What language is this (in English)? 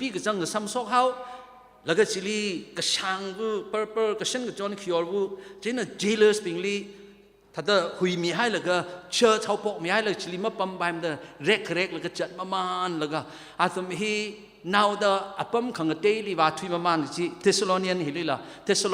Tangkhul Naga (India)